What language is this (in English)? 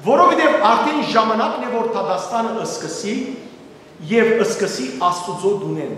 Western Armenian